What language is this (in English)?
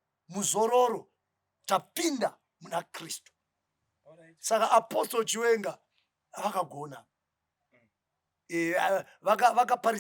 Shona